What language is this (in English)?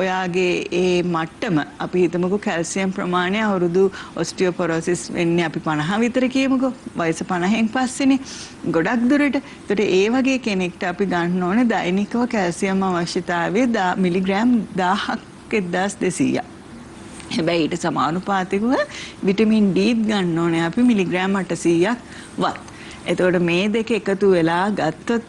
Sinhala